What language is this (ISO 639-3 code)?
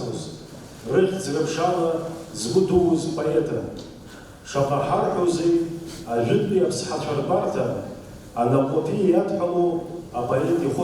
abk